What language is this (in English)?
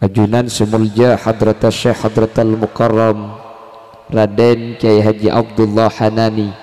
Madurese